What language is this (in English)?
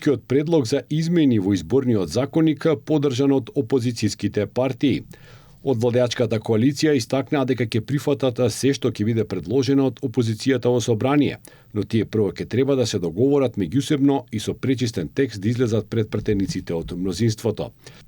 Macedonian